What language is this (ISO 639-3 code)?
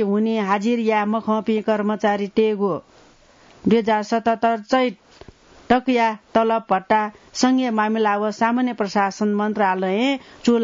new